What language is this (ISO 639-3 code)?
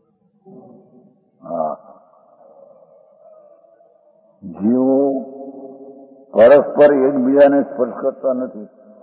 guj